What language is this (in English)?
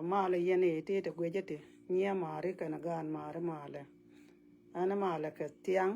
Nuer